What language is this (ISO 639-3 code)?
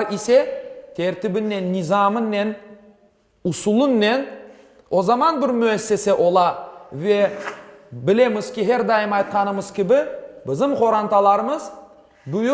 crh